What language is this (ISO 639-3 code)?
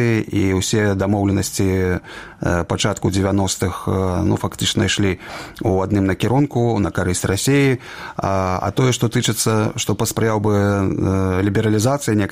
bel